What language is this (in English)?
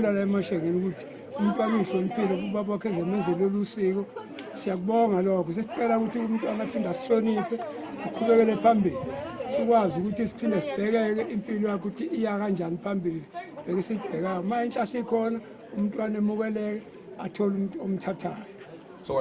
Zulu